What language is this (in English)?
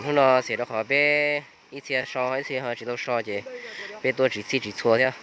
Hmong